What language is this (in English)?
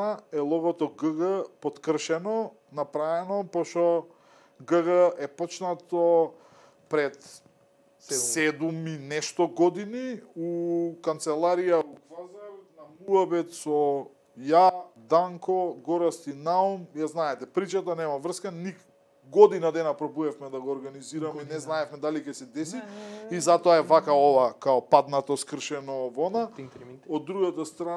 Macedonian